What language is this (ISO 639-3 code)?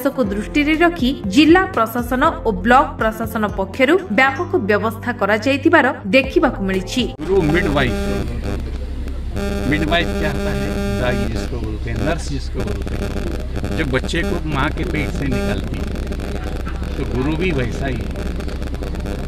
ori